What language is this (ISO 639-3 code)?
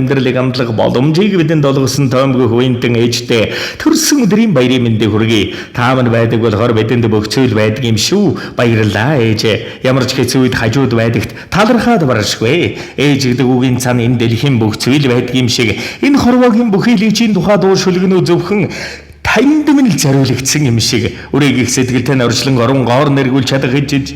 mon